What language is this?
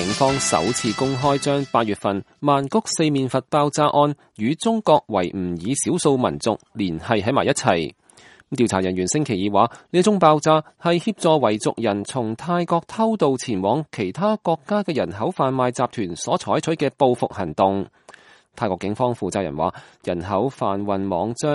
Cantonese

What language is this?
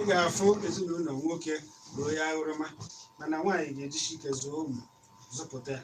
Igbo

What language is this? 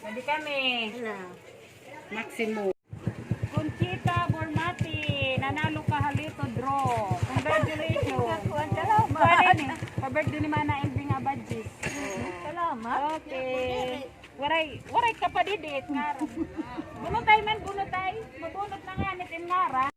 Waray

